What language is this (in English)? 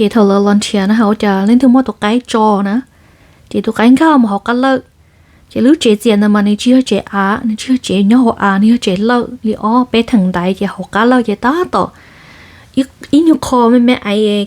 Hmong